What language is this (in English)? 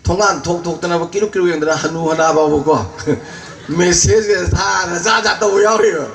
Manipuri